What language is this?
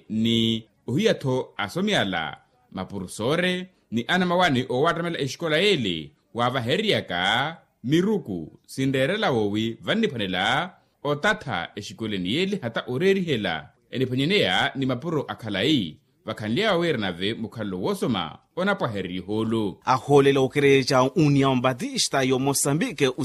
Makhuwa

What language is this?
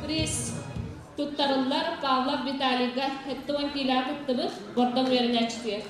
Yakut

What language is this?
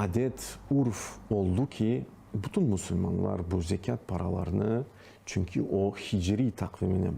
Crimean Tatar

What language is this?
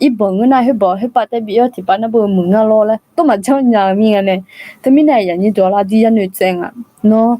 Akha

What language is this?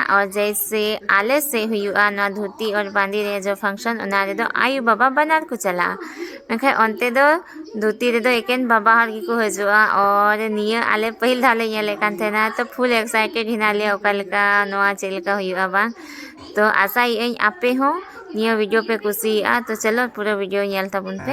Santali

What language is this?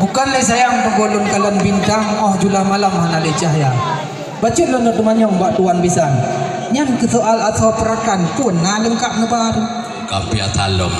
Achinese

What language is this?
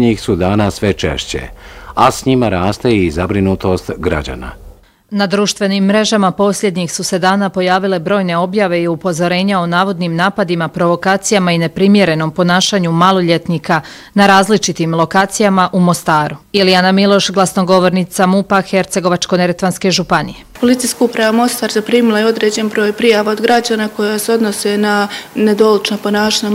Bosnian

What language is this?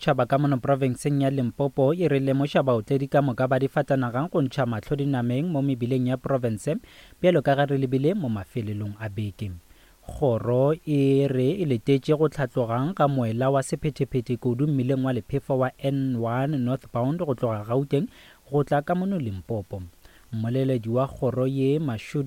Northern Sotho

